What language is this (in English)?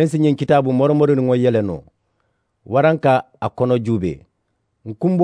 Mandingo